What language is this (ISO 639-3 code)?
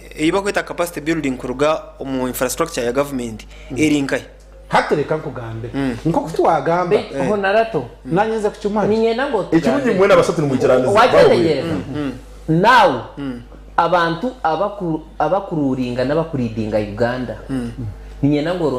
nyn